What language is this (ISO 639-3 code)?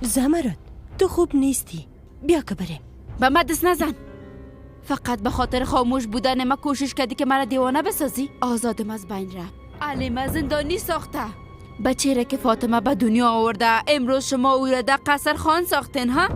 fas